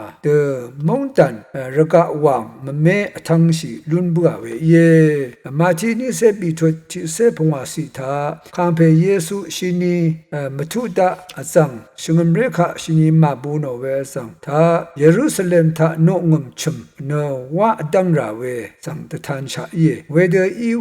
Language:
Rawang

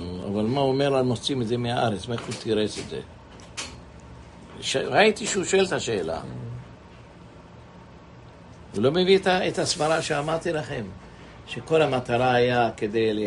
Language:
Hebrew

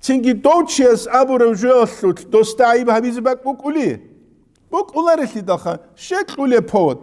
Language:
Avaric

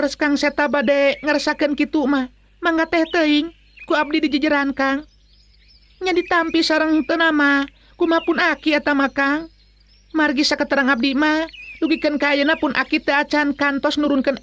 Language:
Sundanese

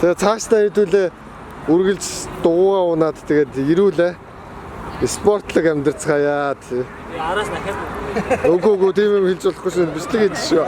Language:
Mongolian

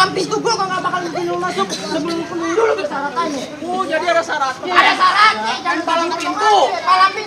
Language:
Betawi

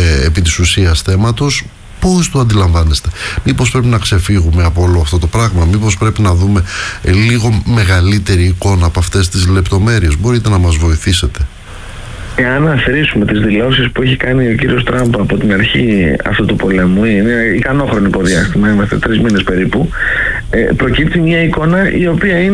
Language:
Greek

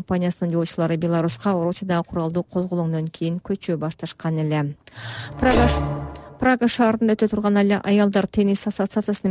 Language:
Kyrgyz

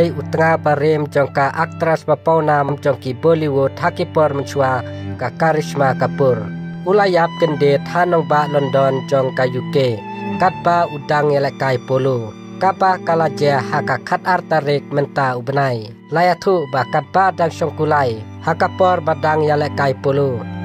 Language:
Khasi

